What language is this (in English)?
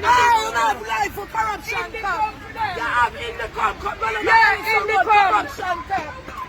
Jamaican Creole English